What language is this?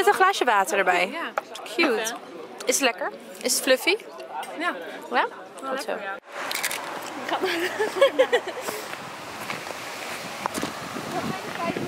Dutch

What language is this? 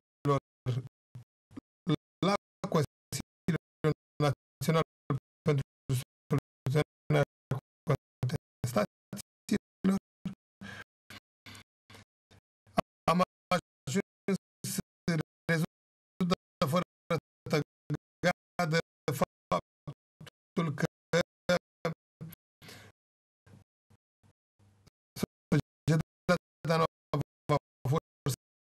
Romanian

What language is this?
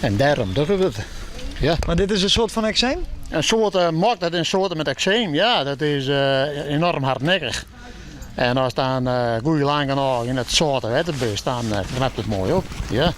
Western Frisian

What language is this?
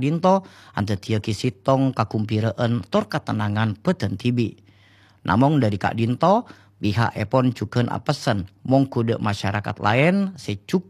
Madurese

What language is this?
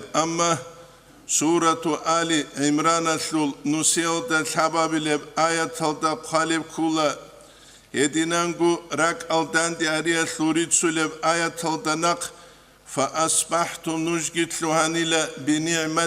Avaric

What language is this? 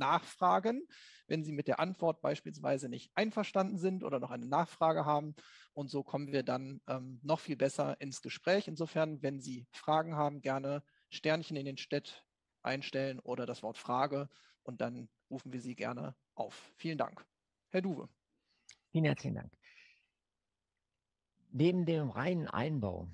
German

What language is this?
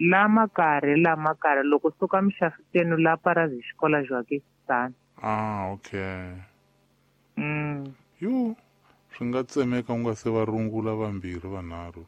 Tsonga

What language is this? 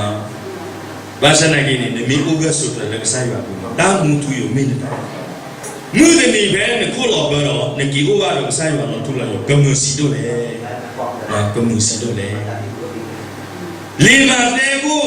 S'gaw Karen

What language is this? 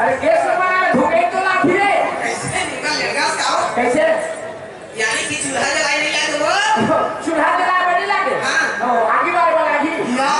Chhattisgarhi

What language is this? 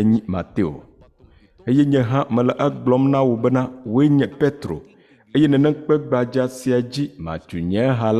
Ewe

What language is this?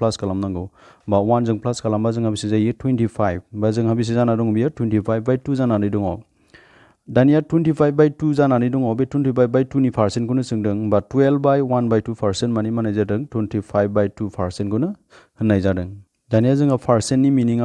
Bodo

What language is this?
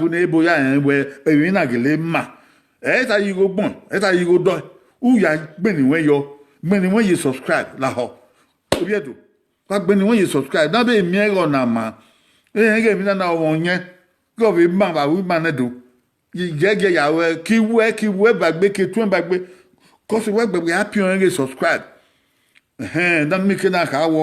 Bini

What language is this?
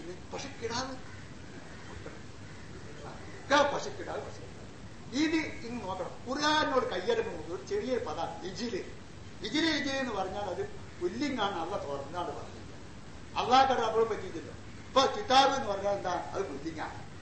Malayalam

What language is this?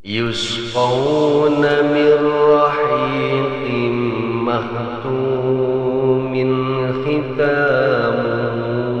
Sundanese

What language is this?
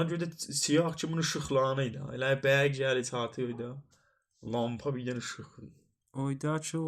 South Azerbaijani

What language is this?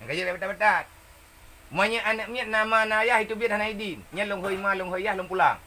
Achinese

